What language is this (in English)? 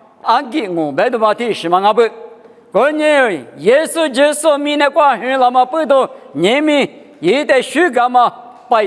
Lisu